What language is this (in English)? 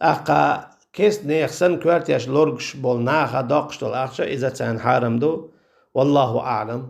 Chechen